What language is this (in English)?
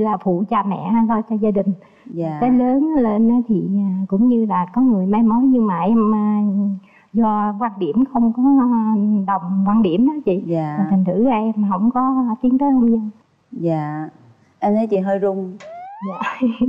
Vietnamese